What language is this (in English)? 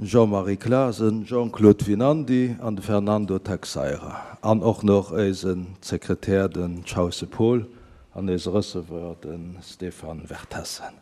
Luxembourgish